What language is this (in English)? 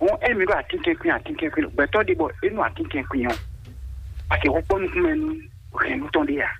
Fon